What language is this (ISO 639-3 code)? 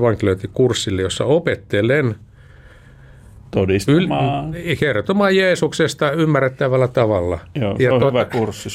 fin